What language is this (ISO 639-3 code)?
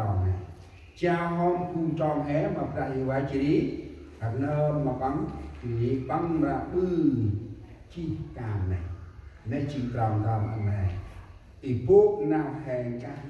cmo